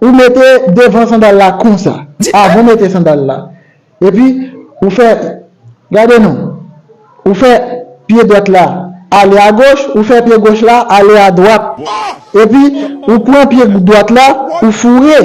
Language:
Haitian Creole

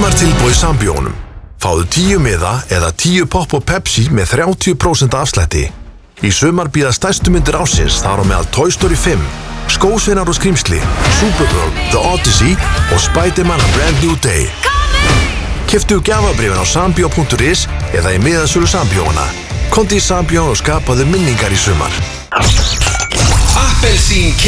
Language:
Icelandic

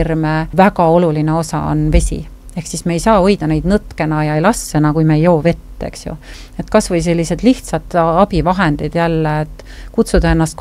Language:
Estonian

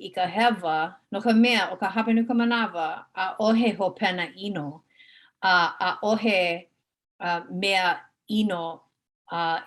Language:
Hawaiian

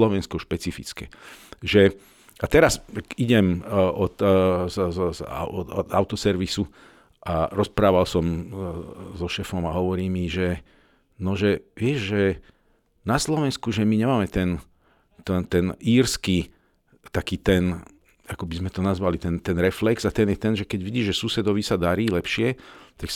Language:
Slovak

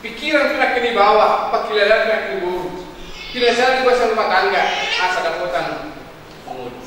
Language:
Batak Toba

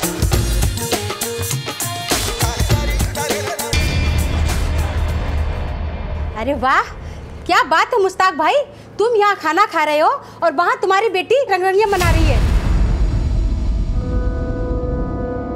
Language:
Hindi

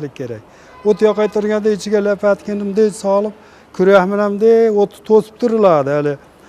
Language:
Uzbek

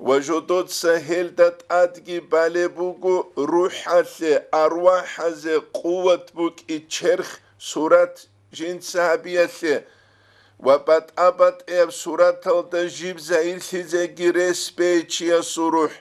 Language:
Avaric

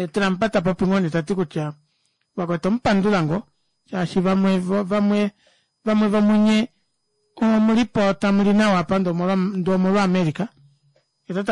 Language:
Kuanyama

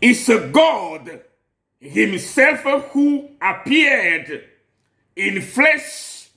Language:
Ewe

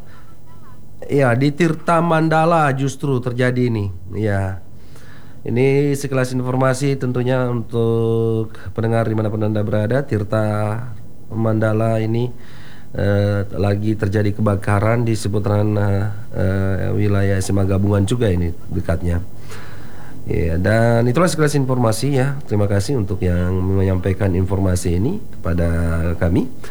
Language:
Indonesian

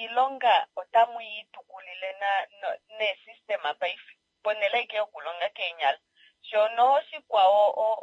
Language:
Kuanyama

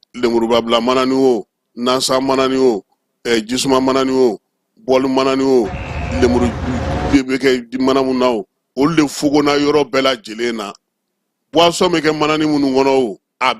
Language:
Bambara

